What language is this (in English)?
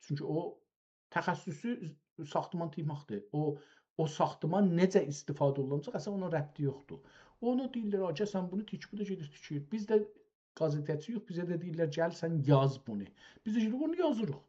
South Azerbaijani